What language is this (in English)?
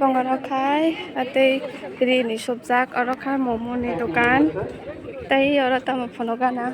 Kok Borok